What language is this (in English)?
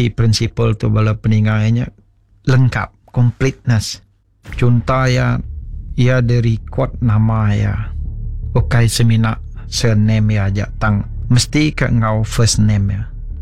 Iban